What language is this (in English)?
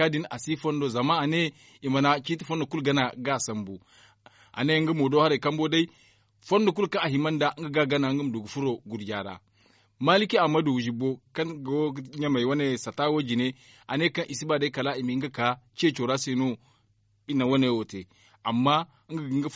Zarma